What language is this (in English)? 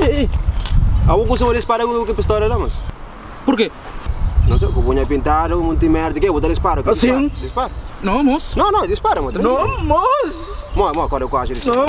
Kabuverdianu